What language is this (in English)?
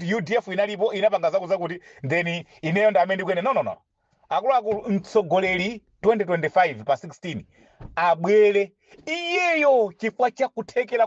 Nyanja